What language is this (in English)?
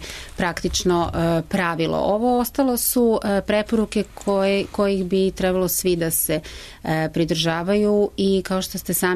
Serbian